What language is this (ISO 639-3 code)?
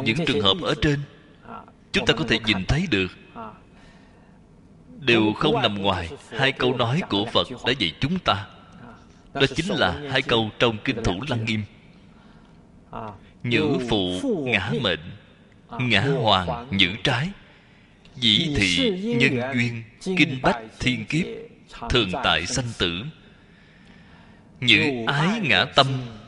vie